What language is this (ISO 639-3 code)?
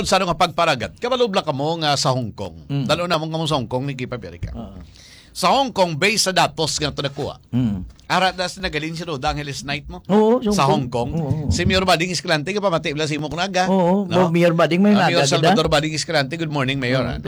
hil